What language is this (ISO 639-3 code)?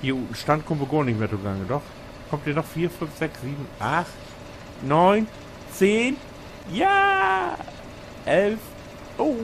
nds